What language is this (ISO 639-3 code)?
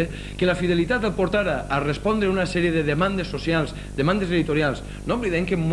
cat